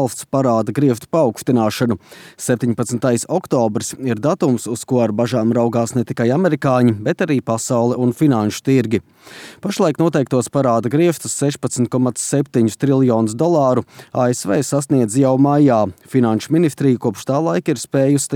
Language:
Latvian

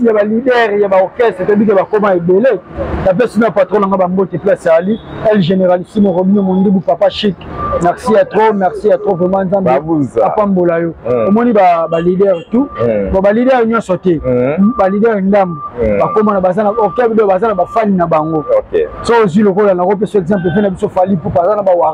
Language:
Lingala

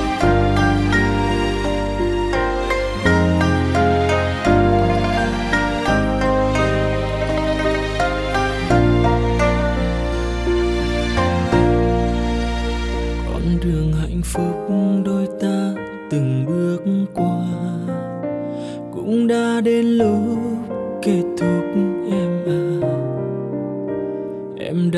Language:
Vietnamese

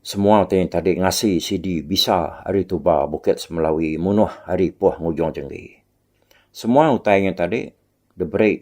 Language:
Iban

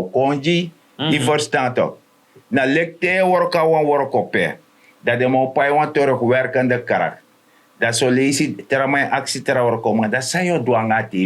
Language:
Sranan Tongo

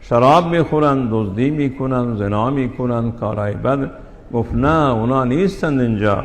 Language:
Persian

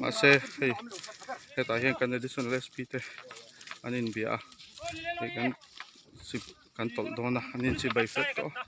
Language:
Mizo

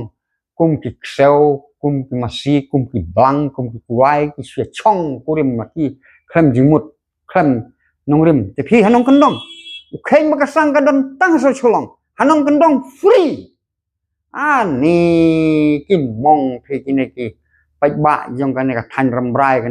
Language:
Khasi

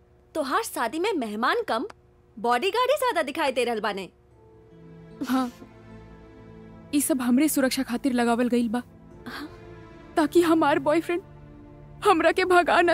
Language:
Bhojpuri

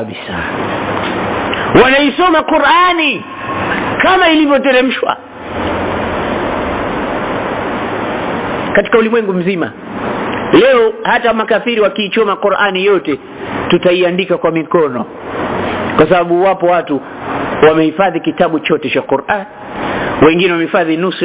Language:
Swahili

